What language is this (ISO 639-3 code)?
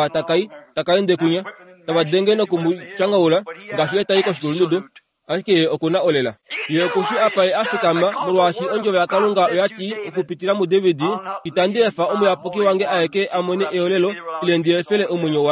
kua